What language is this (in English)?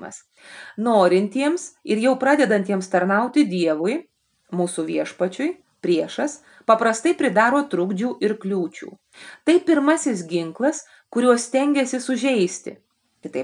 Lithuanian